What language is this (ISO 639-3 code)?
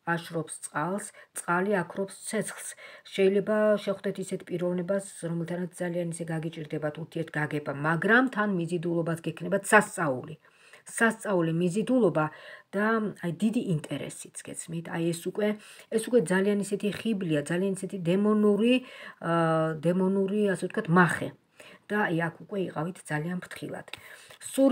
kat